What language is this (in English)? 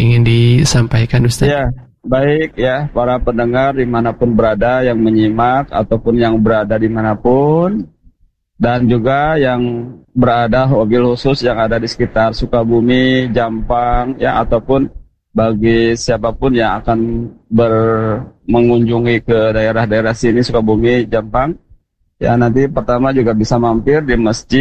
Indonesian